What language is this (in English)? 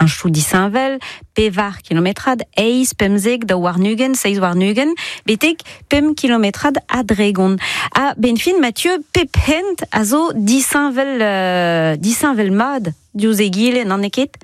Breton